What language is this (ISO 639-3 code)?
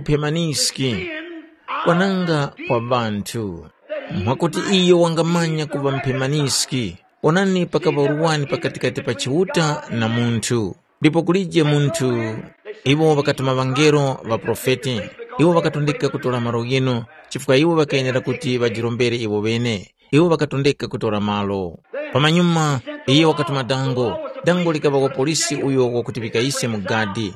tum